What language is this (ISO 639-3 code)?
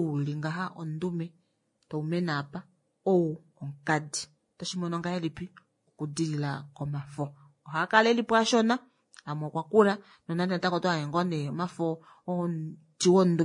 kua